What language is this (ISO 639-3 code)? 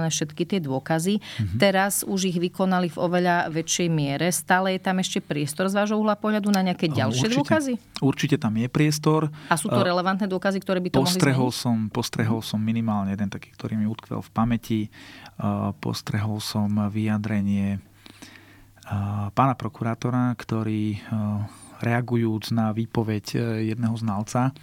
slk